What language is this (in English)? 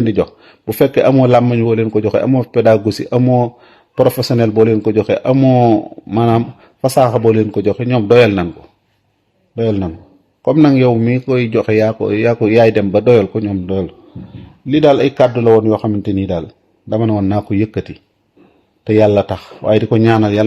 Wolof